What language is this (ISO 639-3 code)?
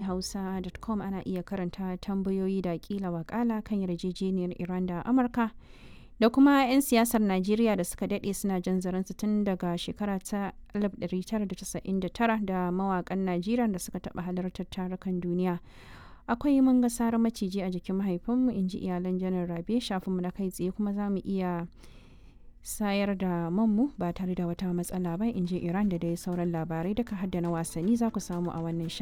hau